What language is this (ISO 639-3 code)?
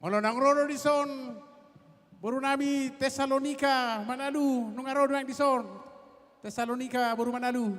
bbc